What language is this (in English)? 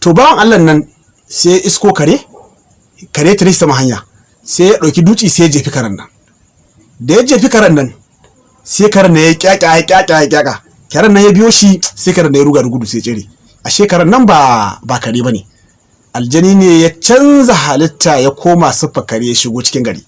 Hausa